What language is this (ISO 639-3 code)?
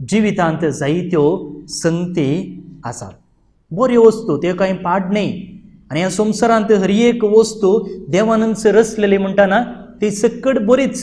kok